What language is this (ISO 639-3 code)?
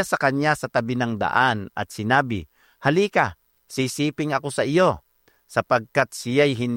fil